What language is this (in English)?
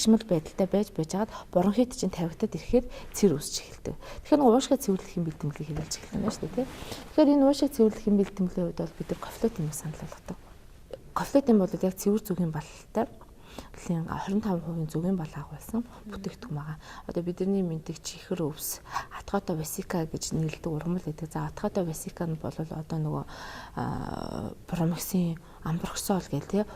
Mongolian